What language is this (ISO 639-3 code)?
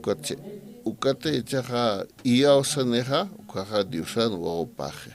aym